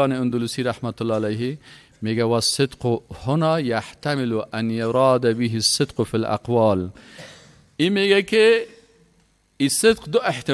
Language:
Persian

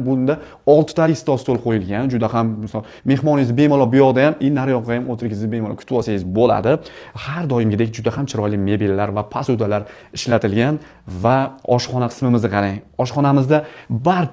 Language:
Uzbek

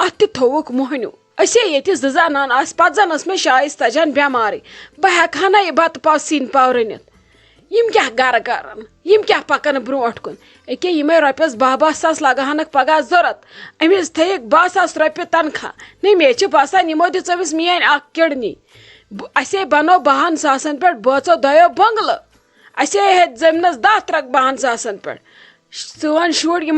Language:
Kashmiri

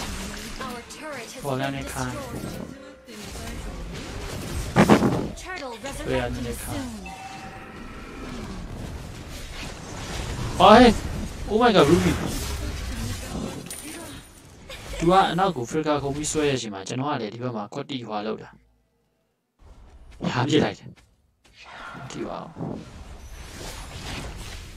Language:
Burmese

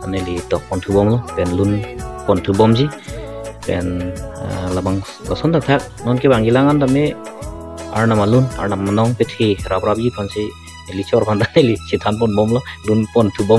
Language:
Karbi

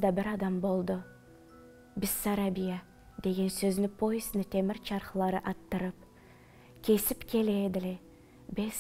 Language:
Karachay-Balkar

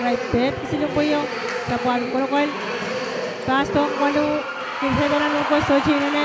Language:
Pohnpeian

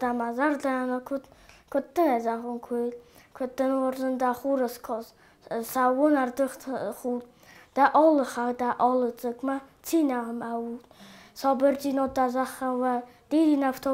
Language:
Ossetic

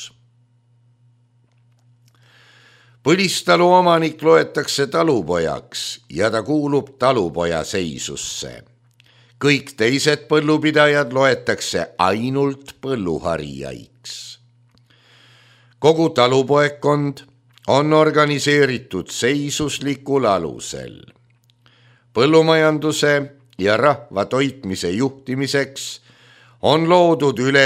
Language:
Estonian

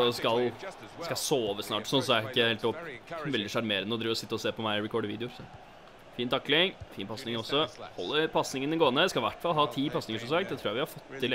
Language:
Norwegian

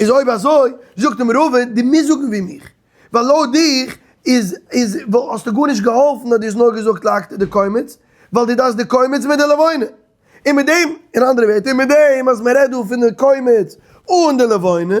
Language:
Yiddish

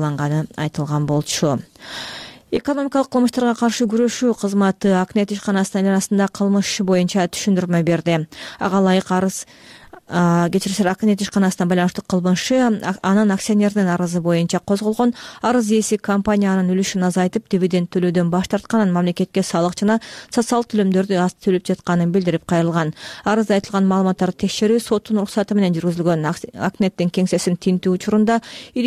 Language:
Kyrgyz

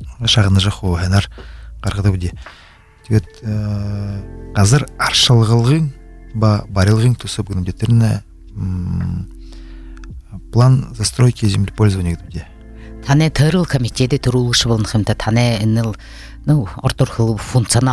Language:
Buriat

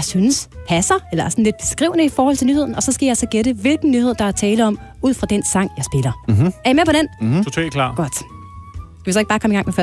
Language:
Danish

